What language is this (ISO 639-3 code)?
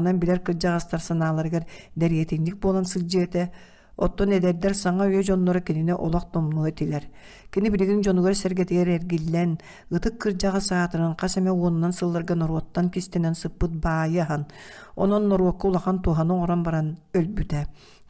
sah